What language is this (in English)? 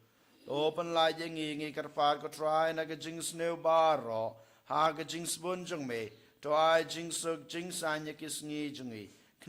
Khasi